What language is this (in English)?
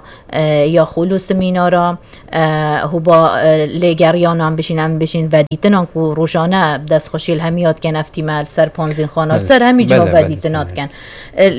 Kurdish